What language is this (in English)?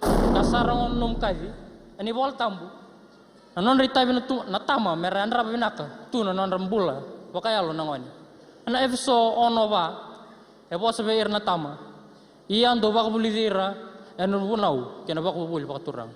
Fijian